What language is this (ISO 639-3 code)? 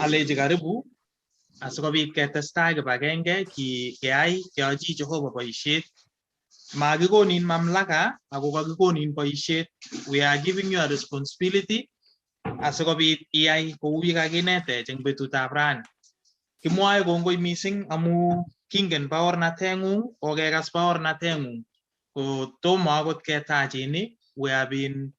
kln